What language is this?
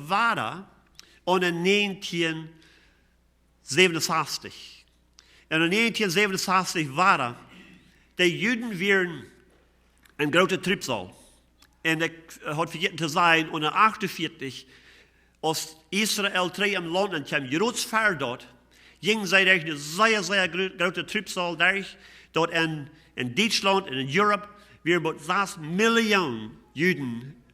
Plautdietsch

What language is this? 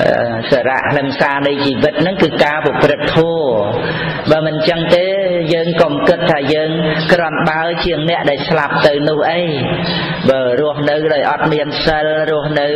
Khmer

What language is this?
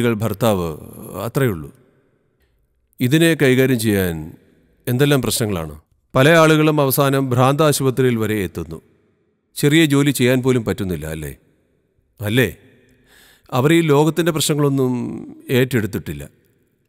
Malayalam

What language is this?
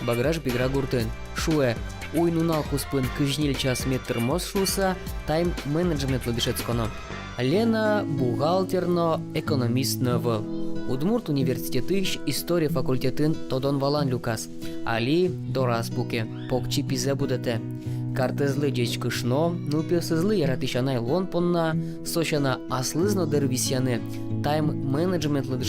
Udmurt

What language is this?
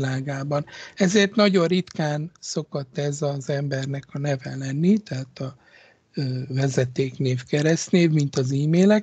Hungarian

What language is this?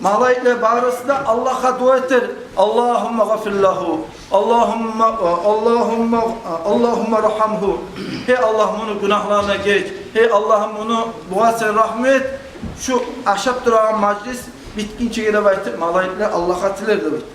Kumyk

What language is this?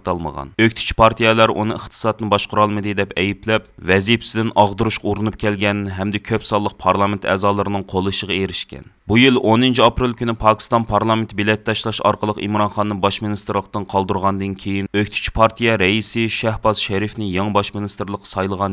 Uyghur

